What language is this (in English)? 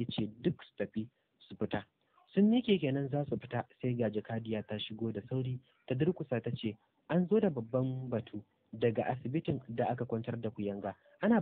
Hausa